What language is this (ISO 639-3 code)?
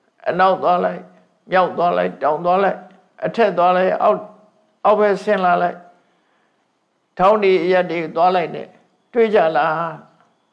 mya